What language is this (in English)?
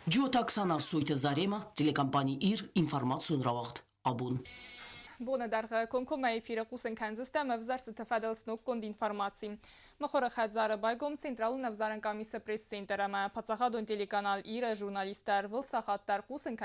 Ossetic